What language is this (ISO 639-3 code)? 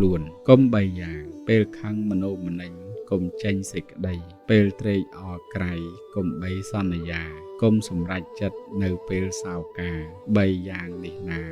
khm